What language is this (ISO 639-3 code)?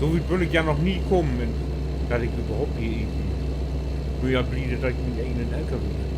nds